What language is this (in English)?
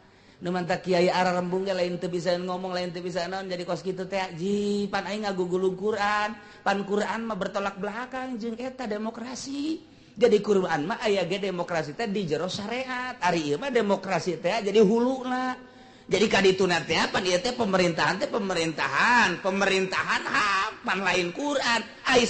Sundanese